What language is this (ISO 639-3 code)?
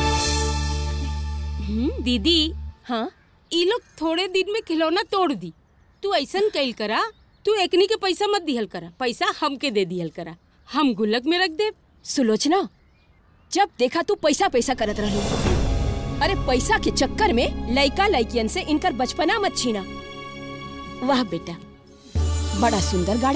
bho